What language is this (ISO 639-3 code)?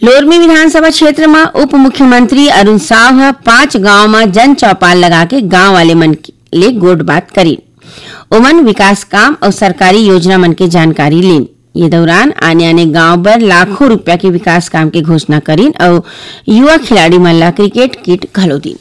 hne